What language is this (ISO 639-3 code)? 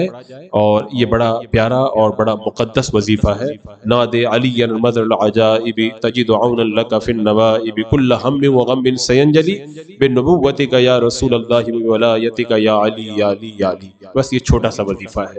urd